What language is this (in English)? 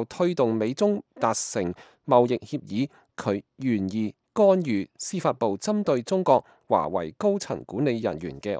Cantonese